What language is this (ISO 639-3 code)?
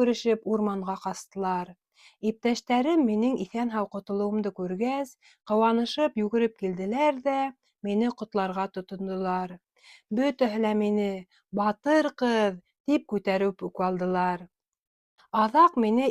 bak